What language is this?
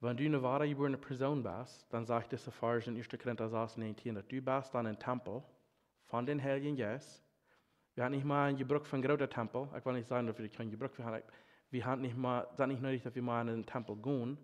Plautdietsch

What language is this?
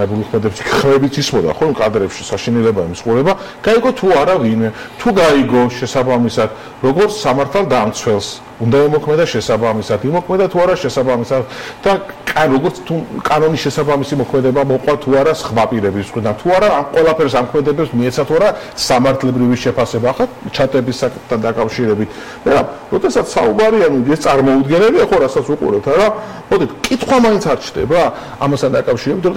Georgian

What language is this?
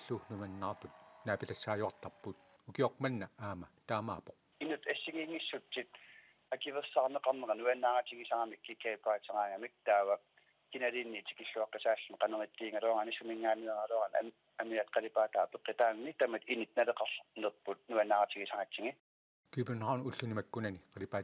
Kalaallisut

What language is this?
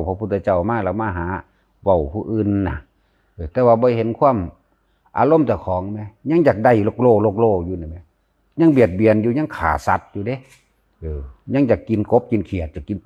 Northeastern Thai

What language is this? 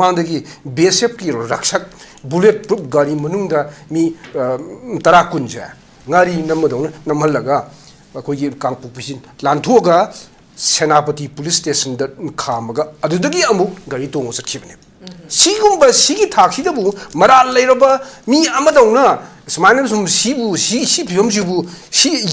Manipuri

